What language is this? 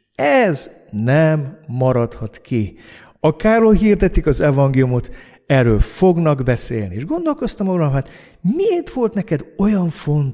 Hungarian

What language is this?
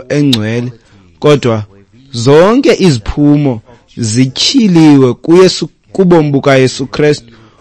Xhosa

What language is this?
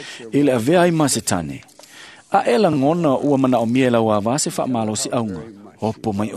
Samoan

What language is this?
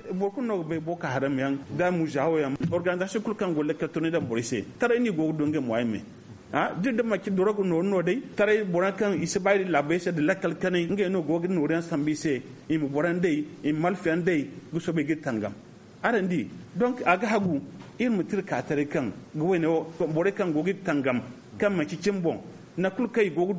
Zarma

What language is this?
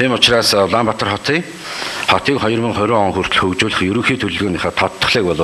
Mongolian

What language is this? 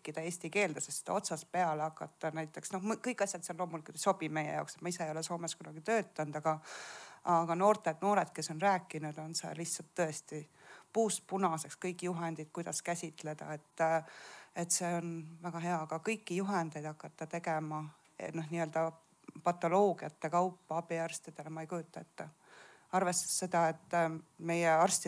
Estonian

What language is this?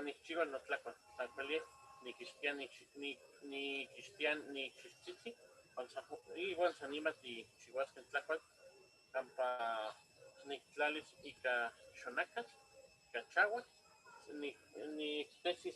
Eastern Huasteca Nahuatl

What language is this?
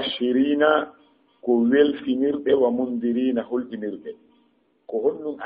Fula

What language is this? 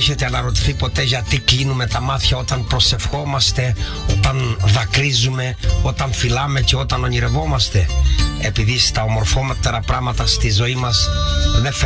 Greek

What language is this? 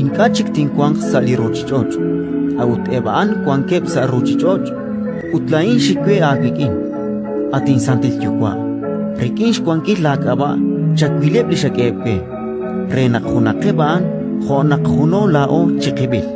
Kekchí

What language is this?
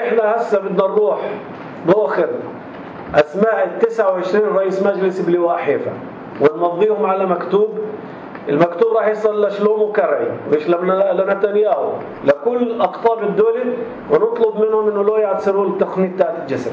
North Levantine Arabic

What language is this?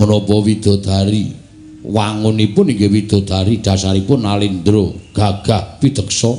Javanese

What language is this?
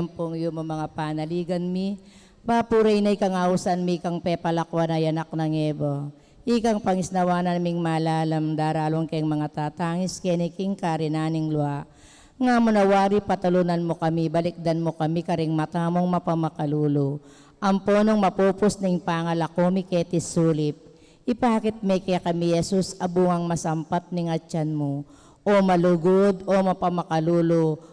Pampanga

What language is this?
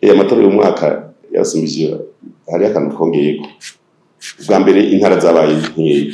Rundi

